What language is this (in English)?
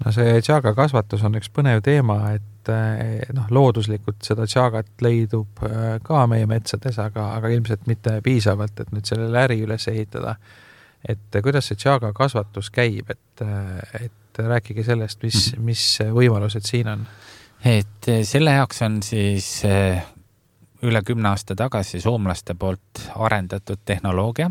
Estonian